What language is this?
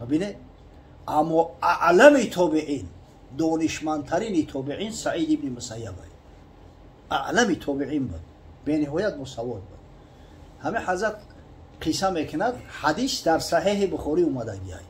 Tajik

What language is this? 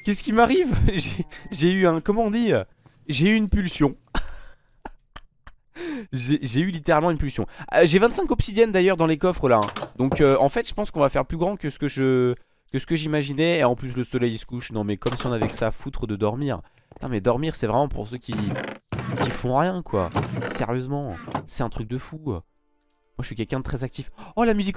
French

